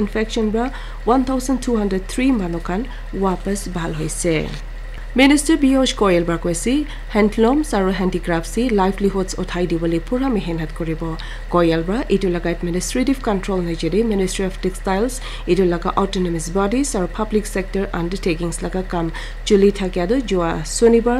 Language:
Naga Pidgin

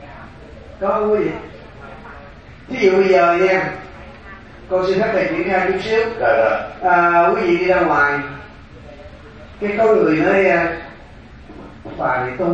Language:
Vietnamese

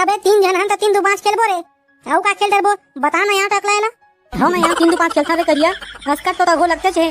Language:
Chhattisgarhi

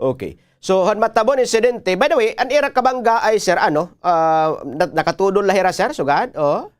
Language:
Waray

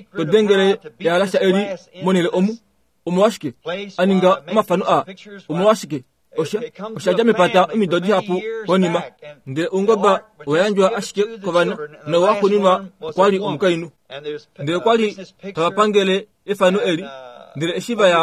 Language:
Kuanyama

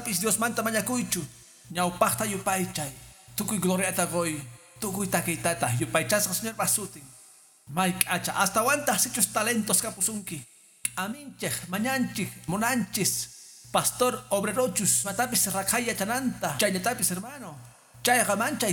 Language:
Quechua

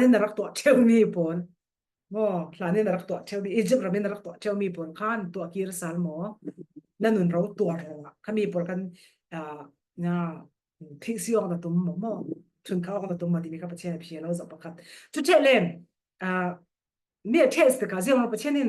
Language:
Falam Chin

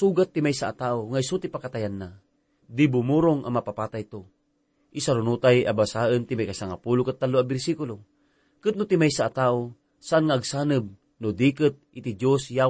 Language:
Iloko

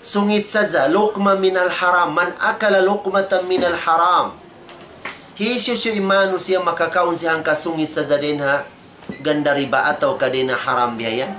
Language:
Tausug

